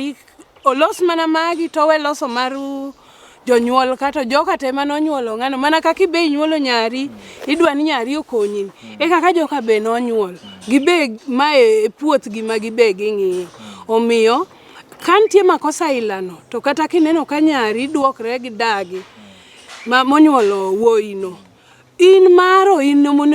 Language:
Luo (Kenya and Tanzania)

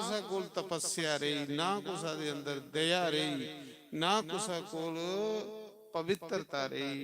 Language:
Dogri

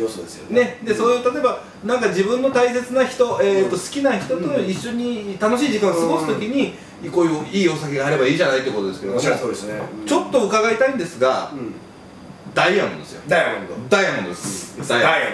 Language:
Japanese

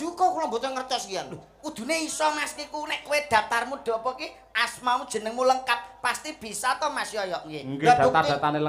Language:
Javanese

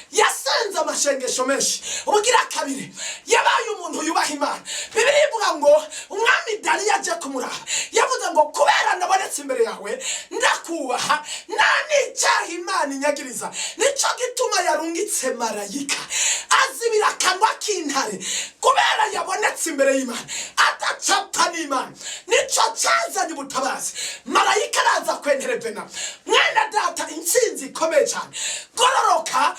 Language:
Rundi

